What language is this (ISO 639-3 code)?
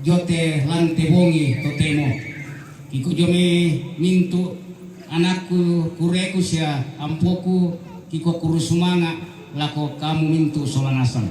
sda